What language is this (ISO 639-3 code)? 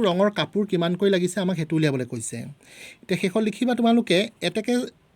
asm